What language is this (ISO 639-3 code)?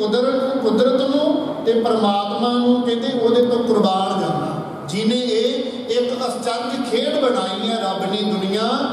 pan